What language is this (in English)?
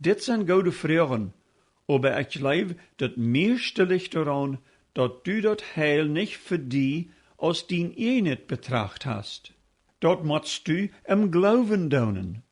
Plautdietsch